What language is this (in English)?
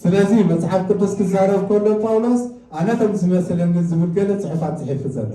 Tigrinya